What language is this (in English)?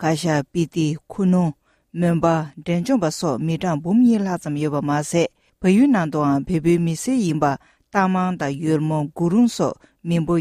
Tibetan